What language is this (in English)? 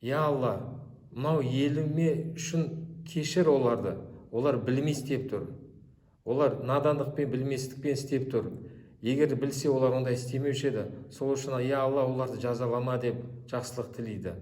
Kazakh